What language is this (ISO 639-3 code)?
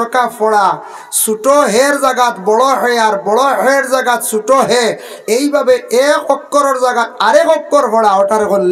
syl